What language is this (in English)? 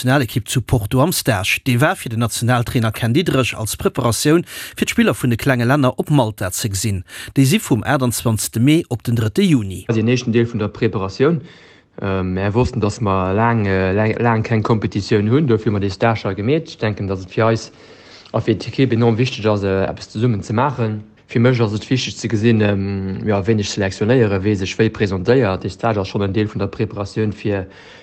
Luxembourgish